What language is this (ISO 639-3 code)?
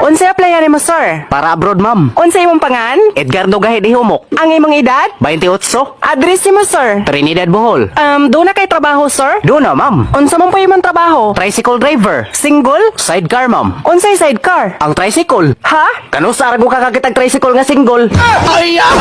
ceb